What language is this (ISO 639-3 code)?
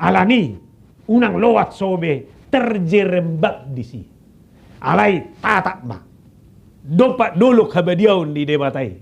bbc